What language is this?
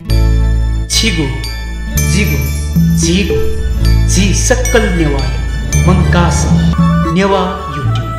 Newari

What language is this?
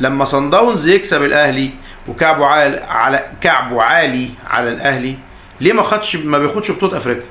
Egyptian Arabic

